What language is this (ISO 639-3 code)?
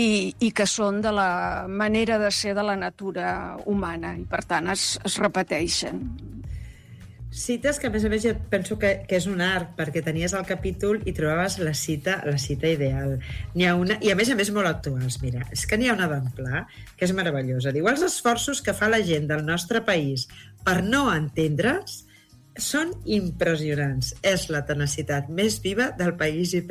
cat